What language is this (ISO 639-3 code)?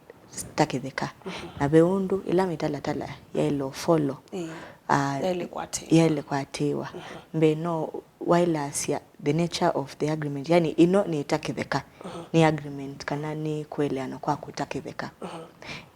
kam